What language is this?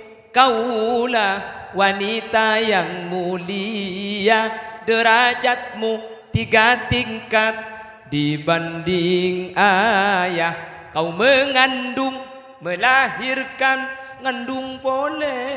Madurese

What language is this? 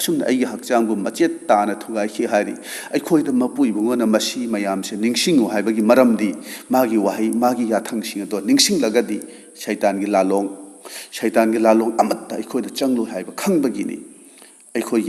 Manipuri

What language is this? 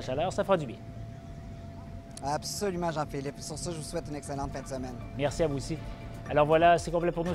French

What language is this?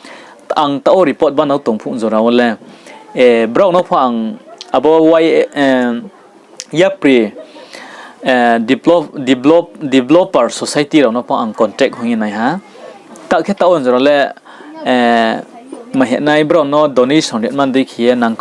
Riang (India)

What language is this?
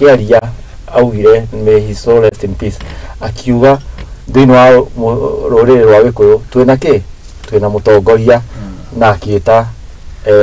Kikuyu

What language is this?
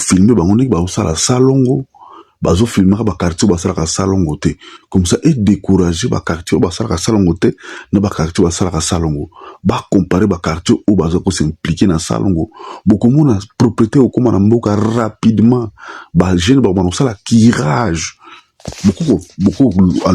Lingala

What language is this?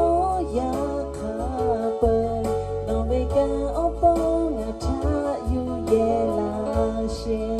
Lahu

